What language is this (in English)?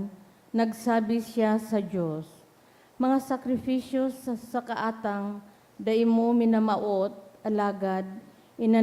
Bikol